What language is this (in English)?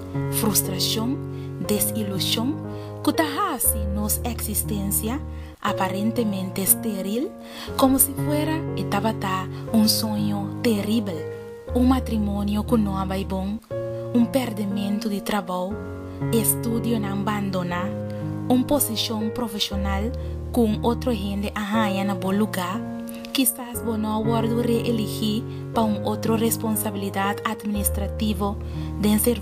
Papiamento